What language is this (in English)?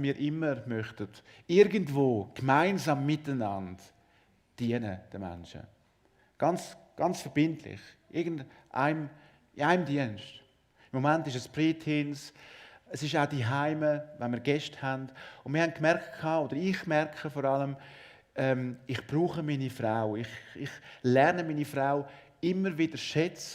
Swiss German